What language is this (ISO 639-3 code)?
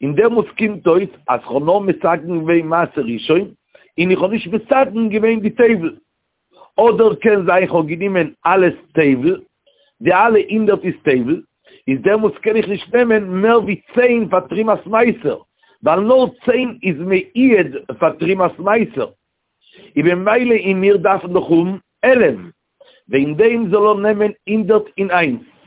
yid